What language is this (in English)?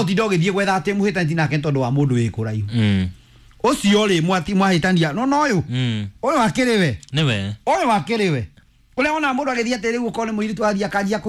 Kikuyu